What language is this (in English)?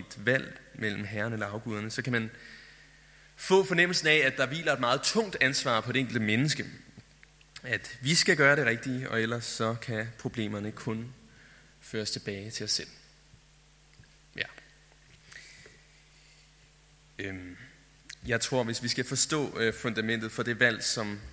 Danish